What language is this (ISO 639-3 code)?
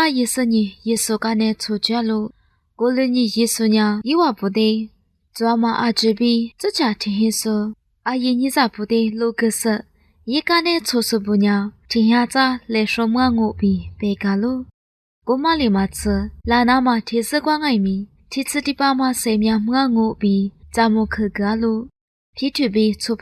lis